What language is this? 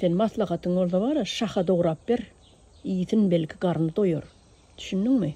Turkmen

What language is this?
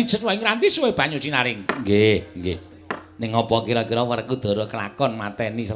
Javanese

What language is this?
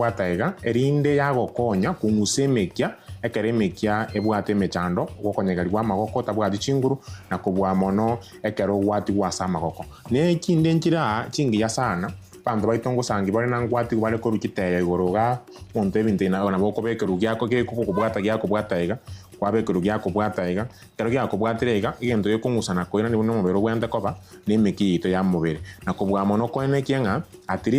Gusii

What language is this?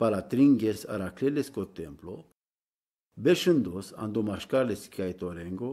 Romany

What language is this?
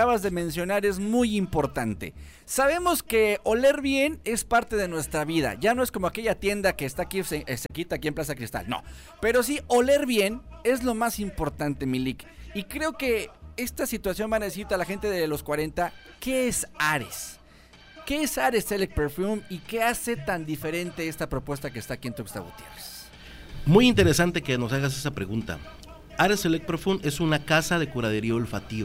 Spanish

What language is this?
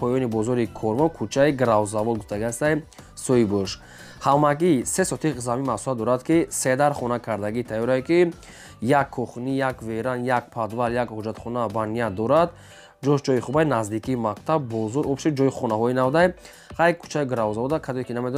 Tajik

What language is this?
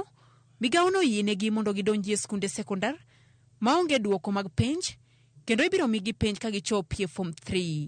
Luo (Kenya and Tanzania)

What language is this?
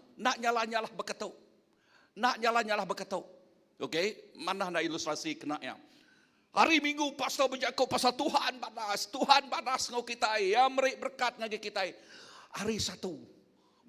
Iban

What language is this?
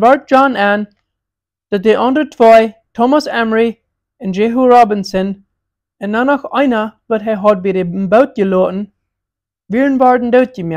Plautdietsch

